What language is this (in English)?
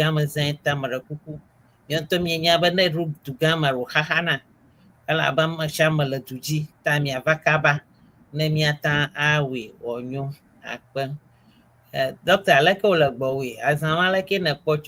Ewe